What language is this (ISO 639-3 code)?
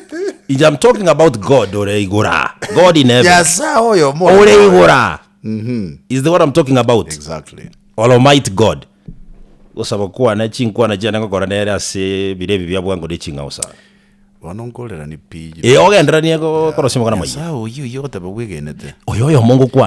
guz